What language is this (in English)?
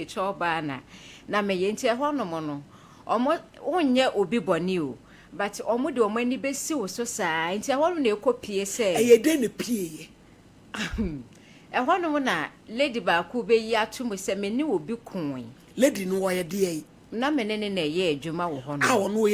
Akan